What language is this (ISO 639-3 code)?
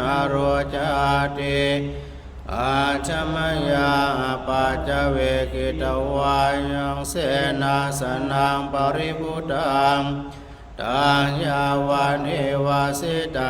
pli